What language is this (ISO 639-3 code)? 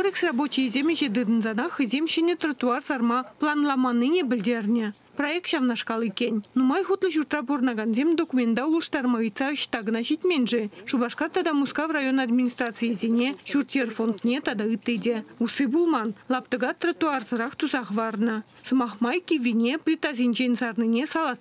chv